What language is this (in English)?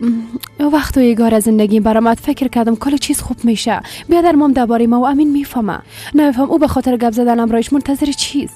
Persian